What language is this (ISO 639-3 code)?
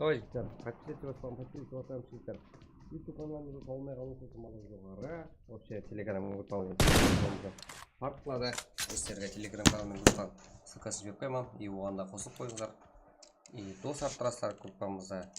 kaa